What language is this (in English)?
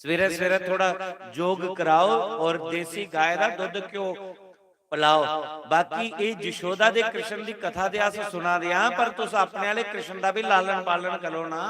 Dogri